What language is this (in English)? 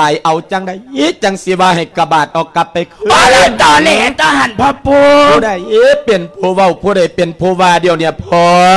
Lao